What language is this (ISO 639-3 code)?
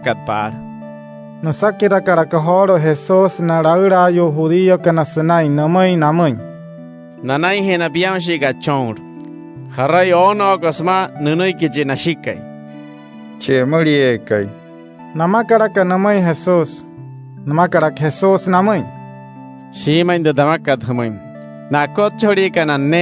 guc